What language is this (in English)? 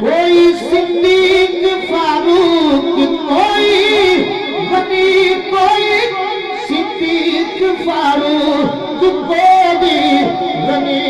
Saraiki